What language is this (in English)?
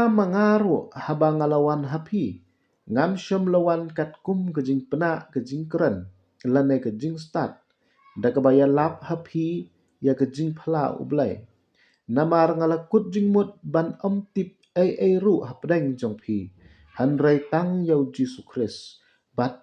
Khasi